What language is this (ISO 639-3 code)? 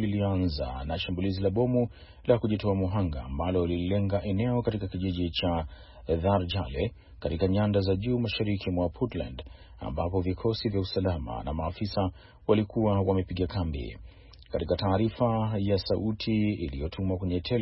swa